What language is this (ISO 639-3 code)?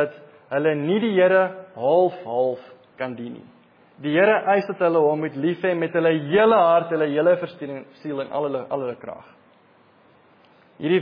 afr